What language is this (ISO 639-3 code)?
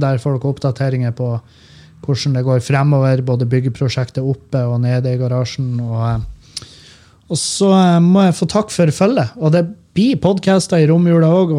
nor